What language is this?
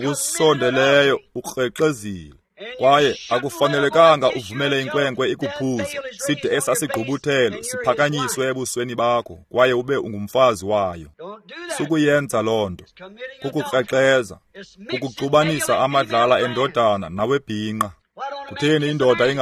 Xhosa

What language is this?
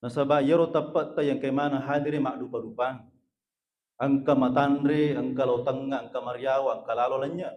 Buginese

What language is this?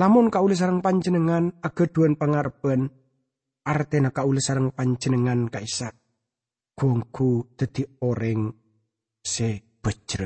Madurese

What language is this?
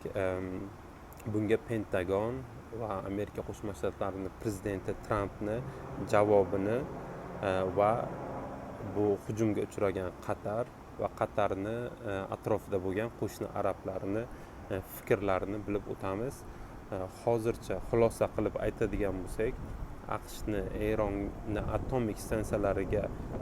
Uzbek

